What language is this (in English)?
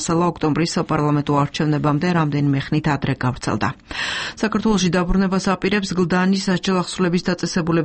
Georgian